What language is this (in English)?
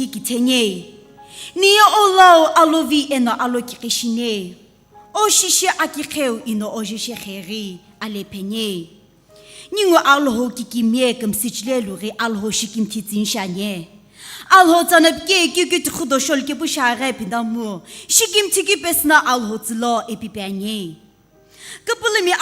Sumi Naga